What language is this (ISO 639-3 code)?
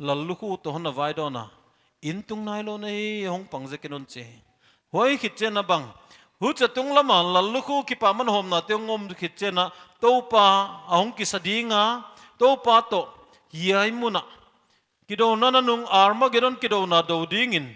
pck